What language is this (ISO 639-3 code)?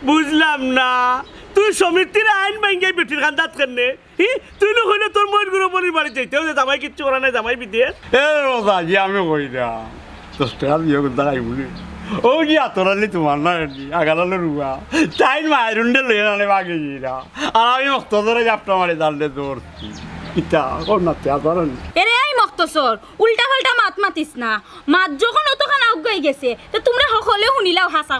syl